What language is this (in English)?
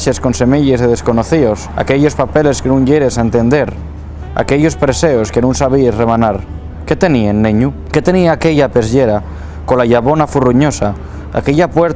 Asturian